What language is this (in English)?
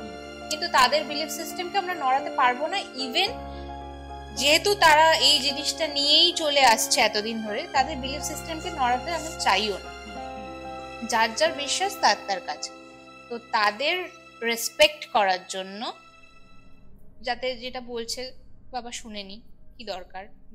Bangla